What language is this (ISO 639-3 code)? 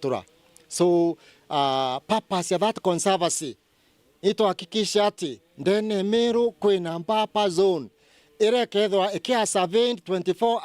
mer